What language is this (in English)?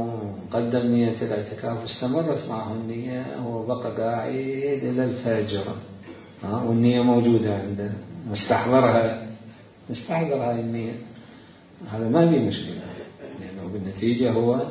Mesopotamian Arabic